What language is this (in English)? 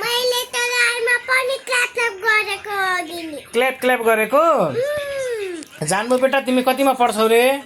Nepali